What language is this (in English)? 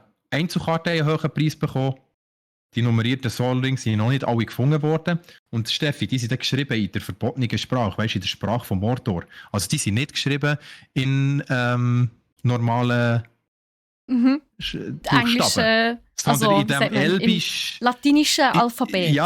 Swiss German